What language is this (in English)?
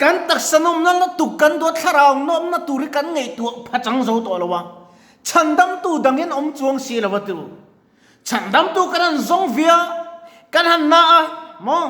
Mizo